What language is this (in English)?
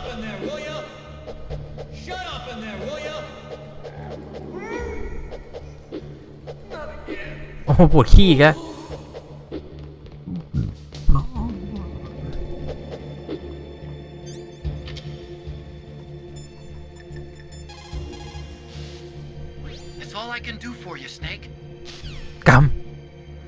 Thai